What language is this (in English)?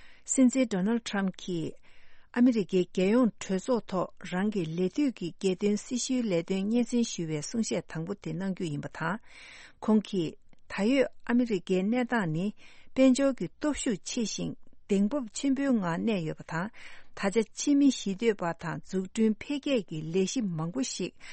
Tibetan